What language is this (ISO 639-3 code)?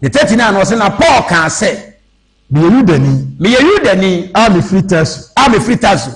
aka